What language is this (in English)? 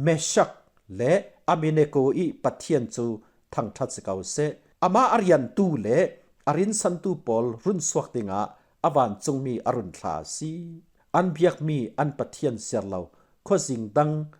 Falam Chin